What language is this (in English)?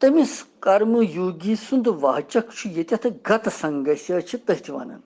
Kashmiri